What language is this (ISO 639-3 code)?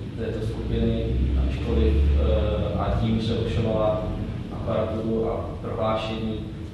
ces